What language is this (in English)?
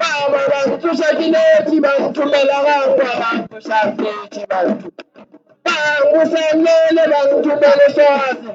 Northern Sotho